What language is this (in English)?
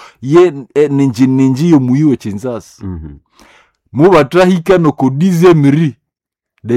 Nande